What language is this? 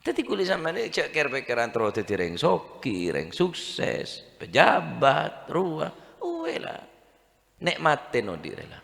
Madurese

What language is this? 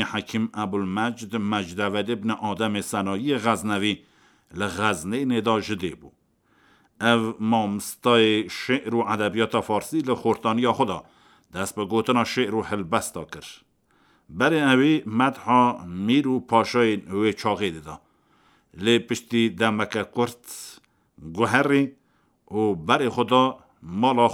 Kurdish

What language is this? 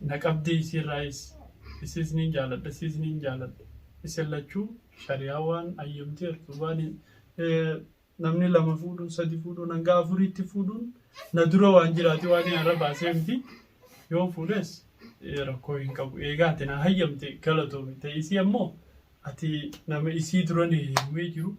Oromo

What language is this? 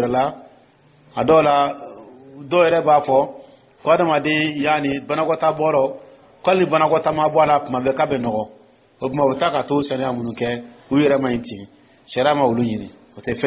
Dyula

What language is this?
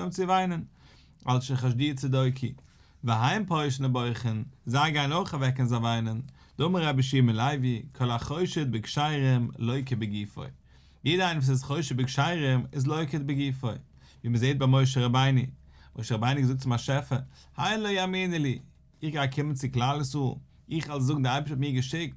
Yiddish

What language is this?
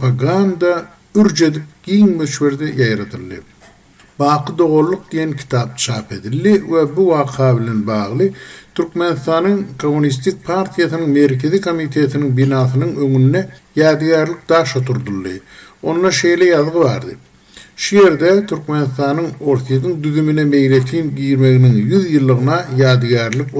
Turkmen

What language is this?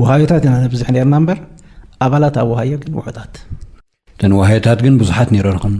Tigrinya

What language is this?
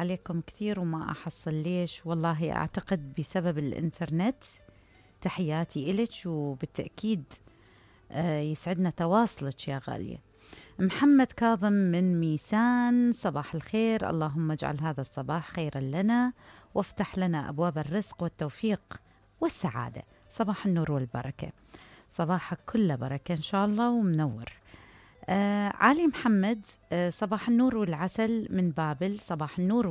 Mesopotamian Arabic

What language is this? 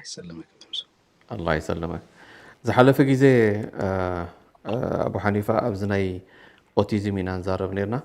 Tigrinya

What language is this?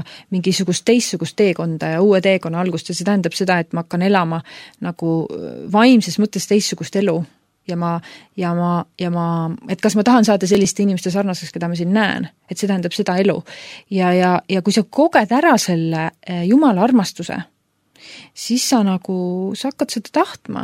Estonian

